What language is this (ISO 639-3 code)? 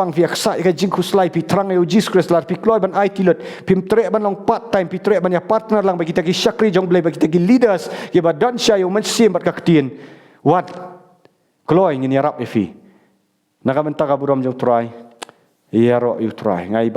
kha